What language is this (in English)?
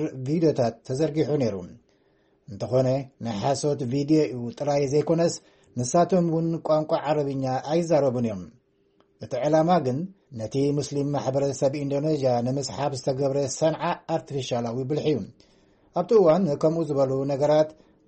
Tigrinya